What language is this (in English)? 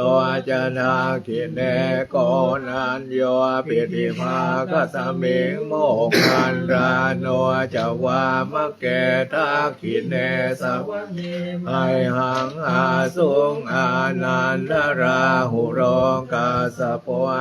Pali